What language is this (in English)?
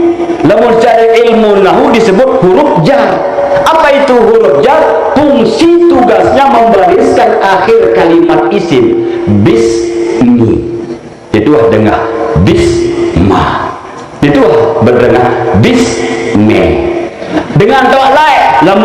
Sasak